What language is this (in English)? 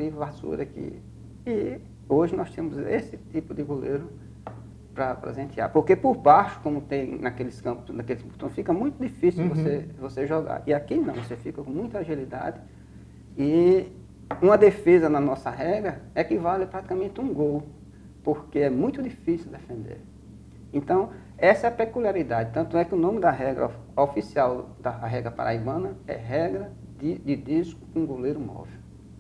Portuguese